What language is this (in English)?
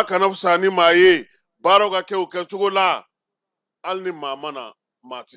Bambara